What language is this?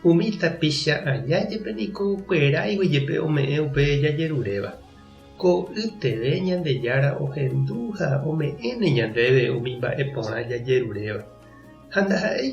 Guarani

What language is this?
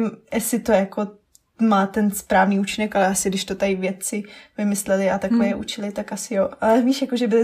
Czech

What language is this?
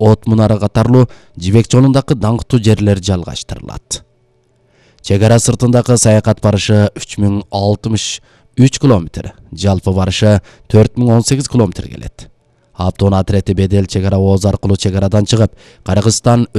Kyrgyz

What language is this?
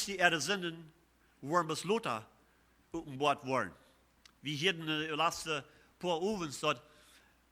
Plautdietsch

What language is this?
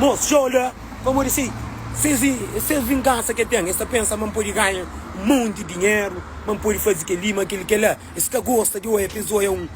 Kabuverdianu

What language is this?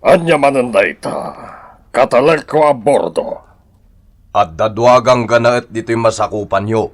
Iloko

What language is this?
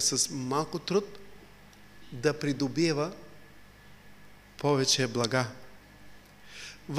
Bulgarian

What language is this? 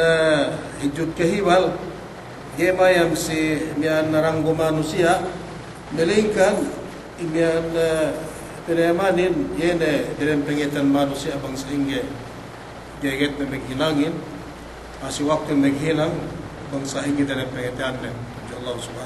Yakan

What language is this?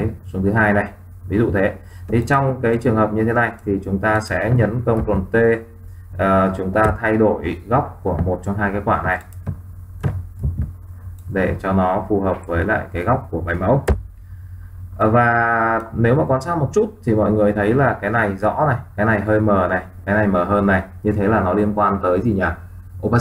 Vietnamese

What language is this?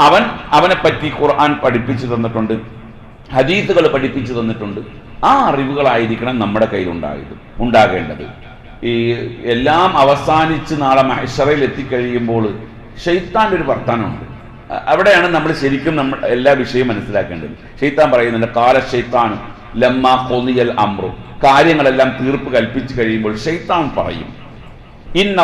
Malayalam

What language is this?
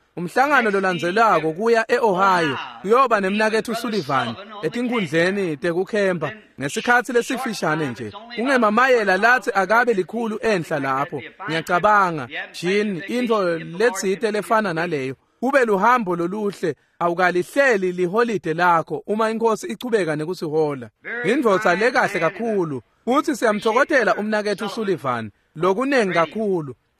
Swati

